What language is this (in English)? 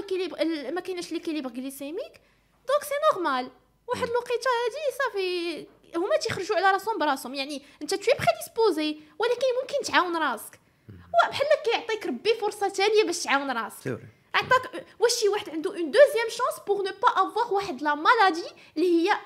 Moroccan Arabic